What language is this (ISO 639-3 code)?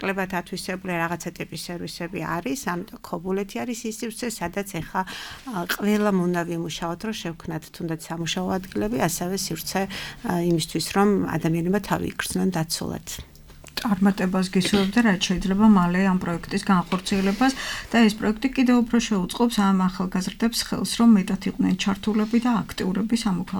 kat